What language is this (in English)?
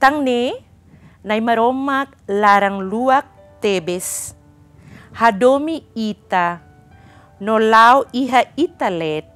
Tetum